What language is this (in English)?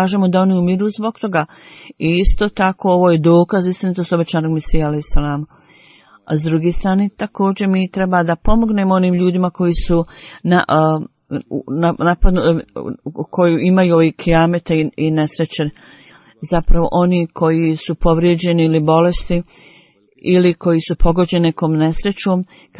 Bosnian